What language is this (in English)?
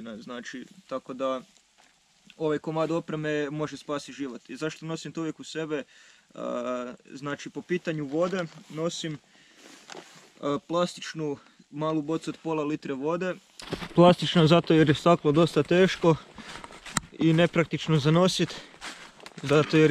Croatian